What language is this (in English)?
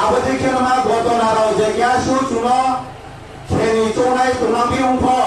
Riang (India)